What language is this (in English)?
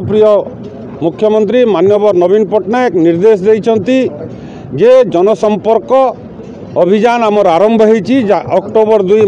Odia